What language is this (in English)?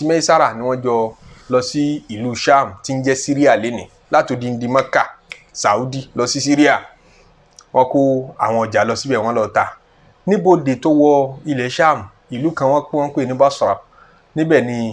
Yoruba